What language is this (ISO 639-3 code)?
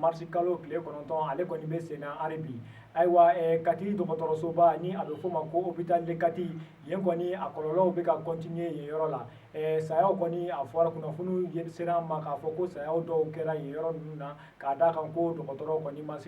bam